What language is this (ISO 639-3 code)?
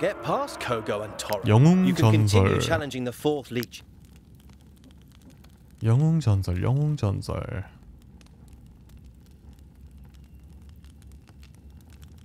kor